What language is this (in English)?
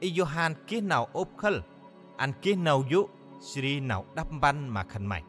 Central Mnong